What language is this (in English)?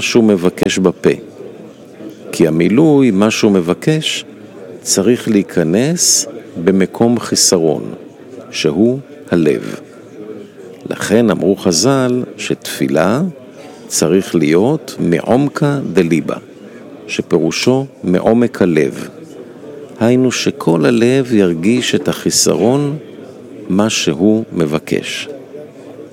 Hebrew